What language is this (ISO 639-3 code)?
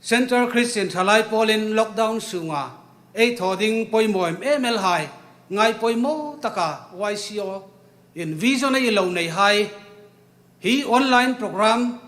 hmr